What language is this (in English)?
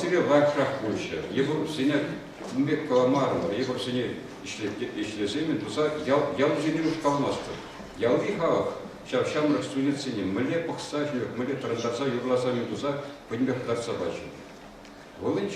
Chuvash